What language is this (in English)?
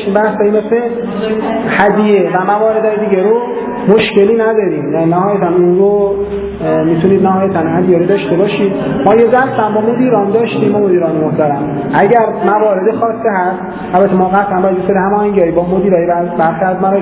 Persian